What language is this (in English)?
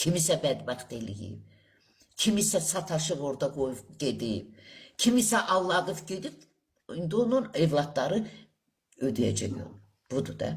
Azerbaijani